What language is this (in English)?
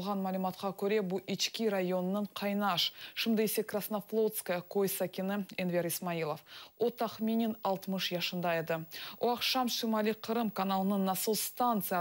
Crimean Tatar